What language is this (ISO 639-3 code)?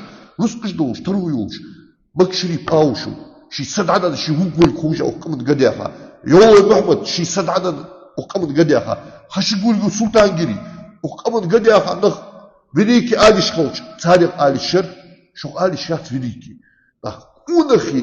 inh